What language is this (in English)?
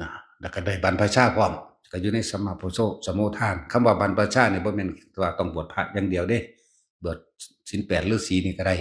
Northeastern Thai